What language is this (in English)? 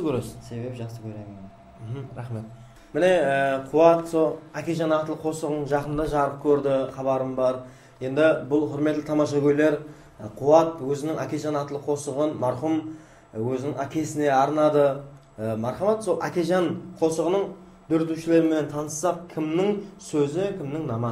Kara-Kalpak